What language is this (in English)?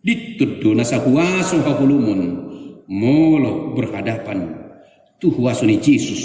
Batak Toba